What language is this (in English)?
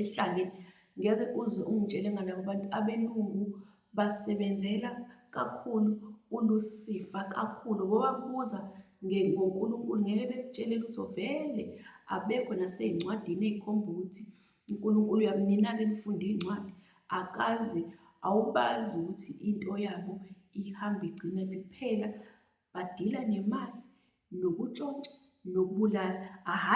Zulu